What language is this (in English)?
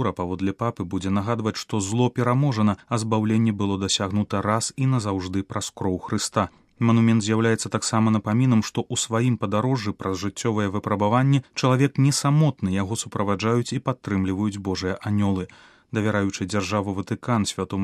Belarusian